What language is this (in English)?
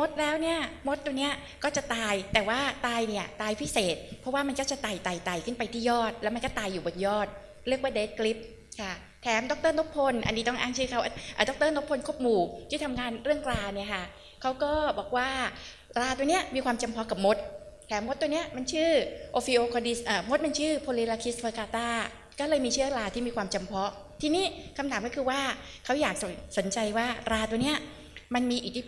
Thai